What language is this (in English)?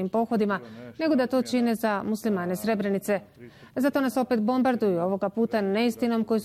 Bosnian